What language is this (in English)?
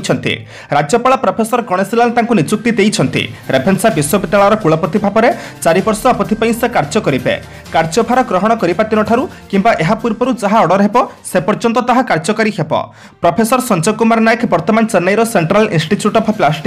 Odia